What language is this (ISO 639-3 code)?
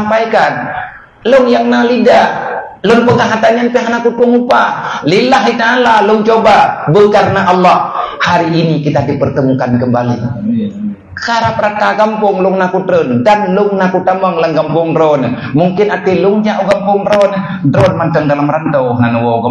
ace